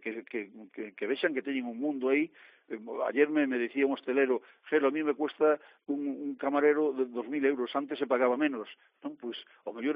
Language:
Galician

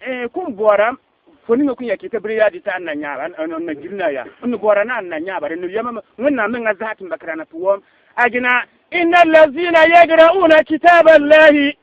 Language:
Bissa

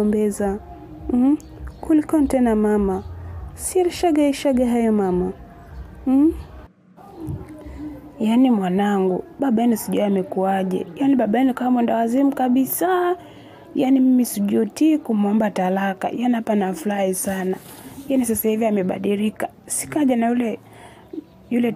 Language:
Swahili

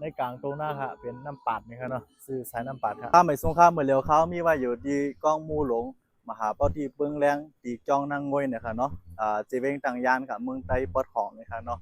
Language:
Shan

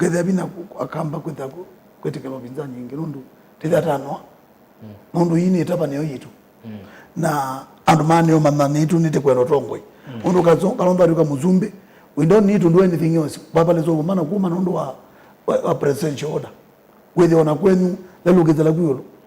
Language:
Kamba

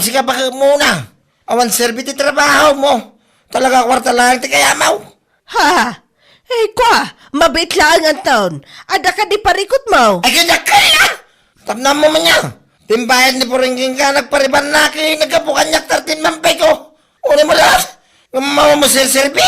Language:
Iloko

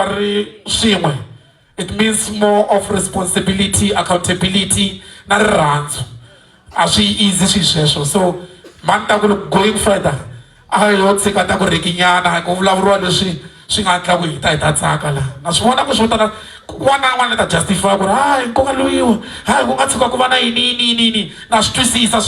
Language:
Tsonga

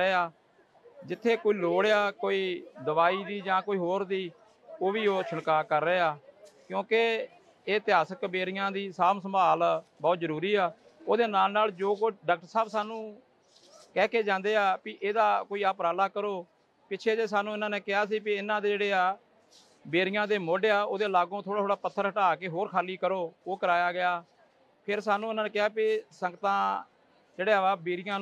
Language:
Punjabi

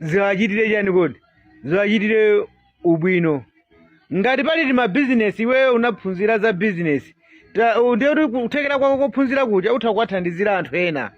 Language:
Nyanja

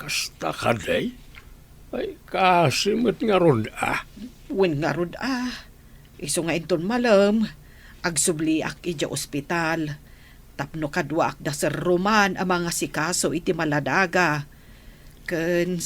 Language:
Iloko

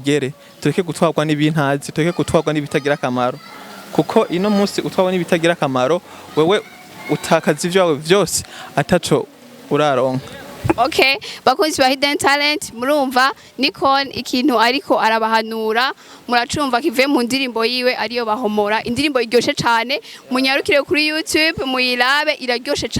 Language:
Rundi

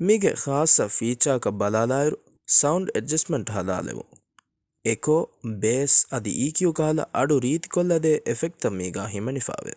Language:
Divehi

